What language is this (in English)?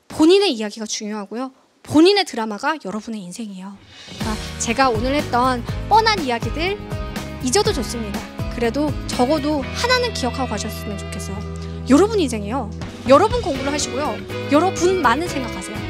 Korean